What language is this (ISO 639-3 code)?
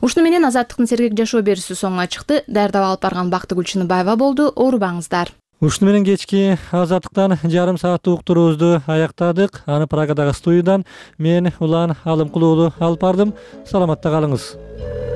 kir